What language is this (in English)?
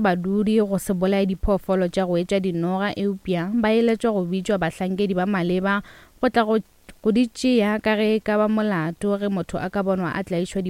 Northern Sotho